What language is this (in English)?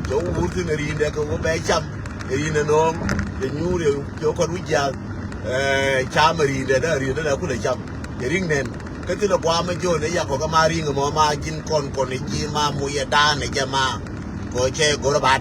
Nuer